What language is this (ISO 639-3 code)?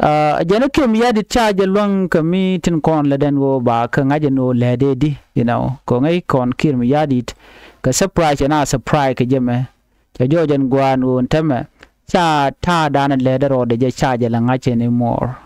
nus